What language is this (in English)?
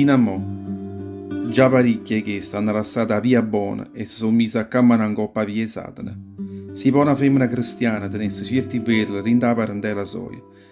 Neapolitan